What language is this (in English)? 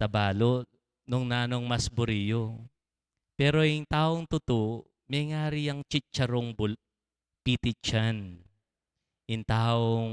Pampanga